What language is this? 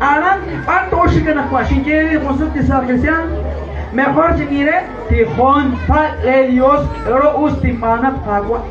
Kekchí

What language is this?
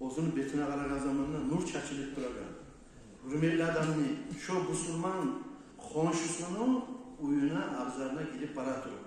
Kumyk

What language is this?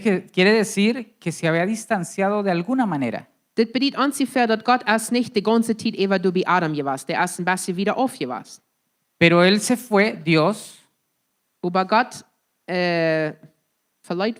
Plautdietsch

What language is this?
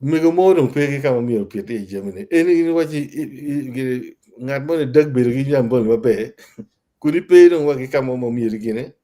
Acoli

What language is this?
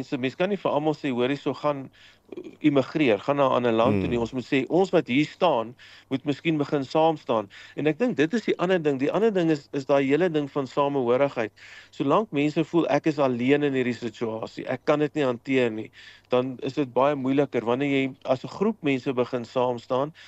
Afrikaans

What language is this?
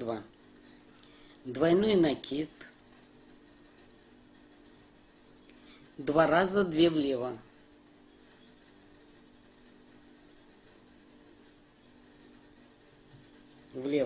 Russian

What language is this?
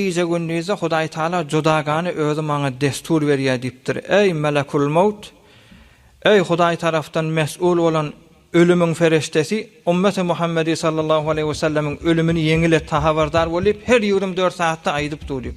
Turkmen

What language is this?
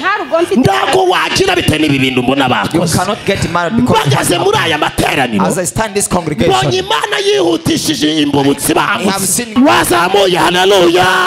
Kinyarwanda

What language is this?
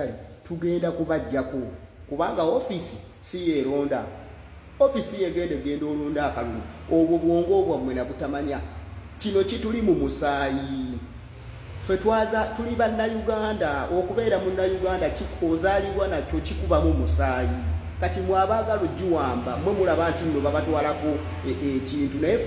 Ganda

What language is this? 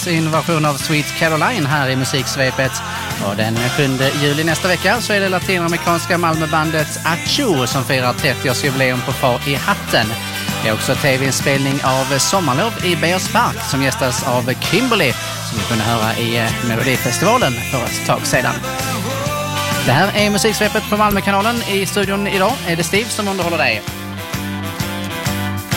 Swedish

